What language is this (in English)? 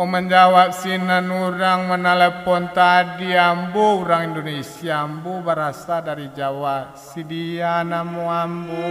Minangkabau